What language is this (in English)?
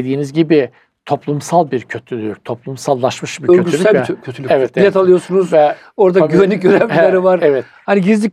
Turkish